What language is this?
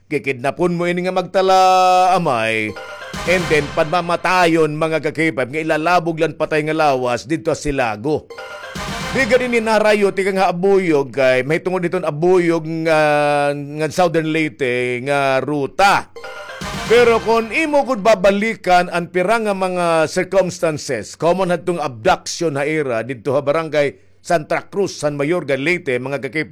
Waray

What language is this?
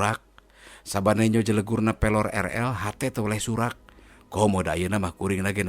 Sundanese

